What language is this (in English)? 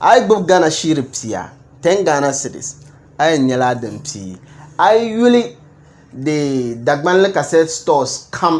Dagbani